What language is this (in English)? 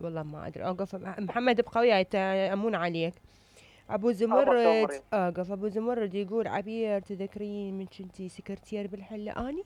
Mesopotamian Arabic